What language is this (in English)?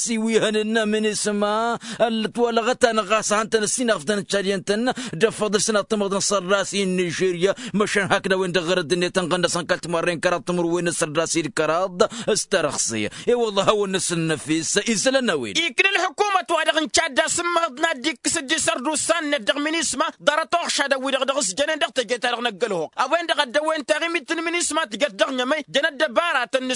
Tamasheq